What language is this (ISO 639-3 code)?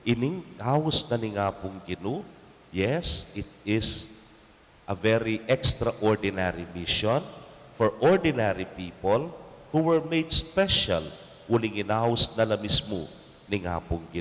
pam